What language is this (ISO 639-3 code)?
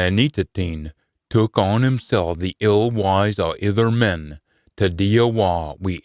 sco